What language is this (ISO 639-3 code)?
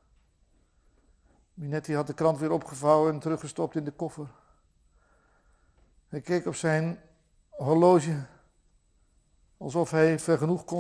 nld